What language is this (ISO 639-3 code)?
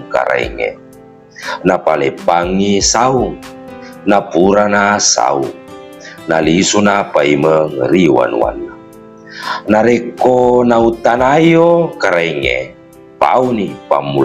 bug